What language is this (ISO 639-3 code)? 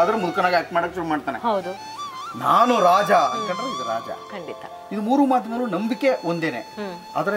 kan